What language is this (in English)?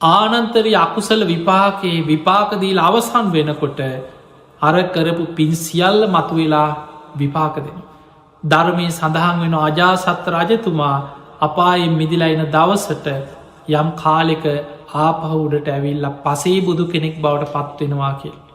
Sinhala